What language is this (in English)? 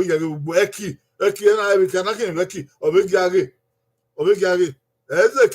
Bini